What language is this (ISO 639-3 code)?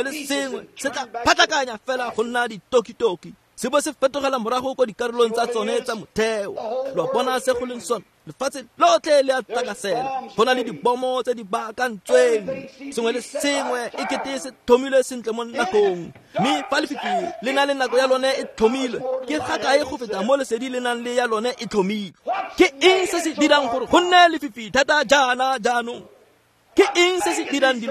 tsn